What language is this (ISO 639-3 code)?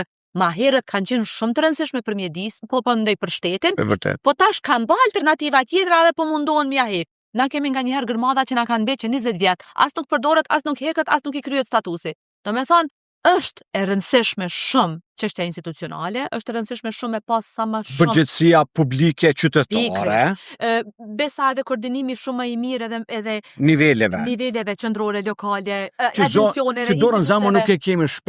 sqi